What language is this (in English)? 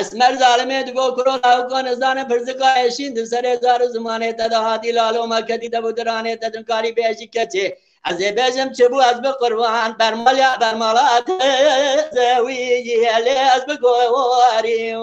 Kurdish